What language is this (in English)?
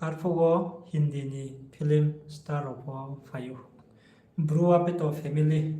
Riang (India)